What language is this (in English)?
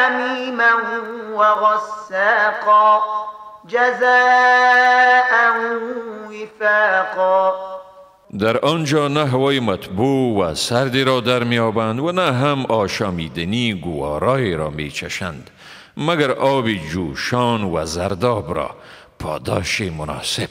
Persian